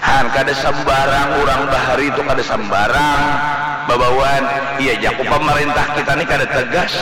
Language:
Banjar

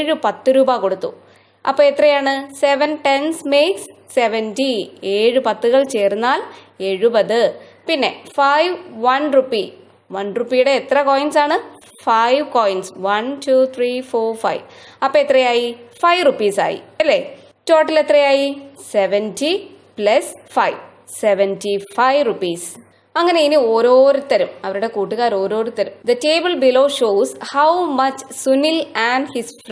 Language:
Malayalam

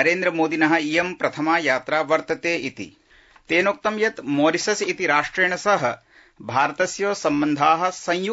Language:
Sanskrit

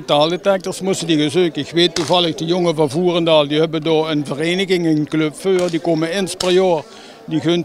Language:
Limburgish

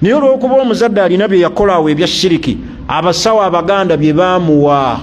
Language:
Ganda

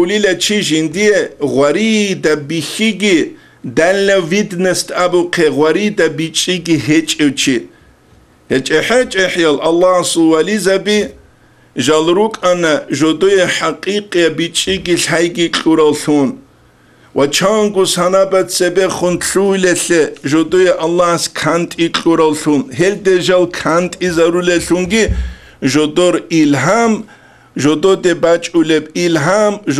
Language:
Avaric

